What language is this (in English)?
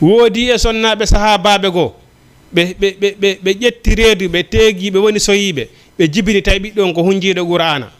Fula